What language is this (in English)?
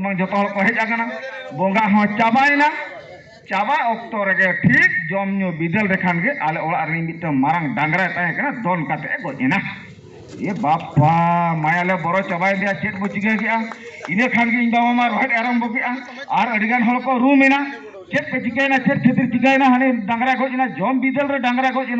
Santali